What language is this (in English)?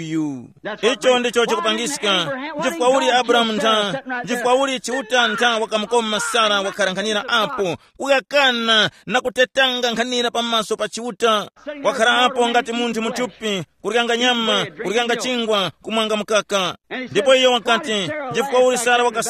Tumbuka